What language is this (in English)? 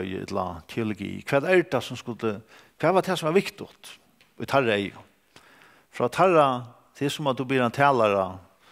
Faroese